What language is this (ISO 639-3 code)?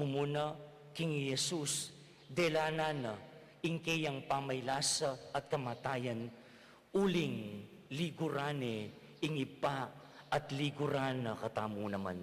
pam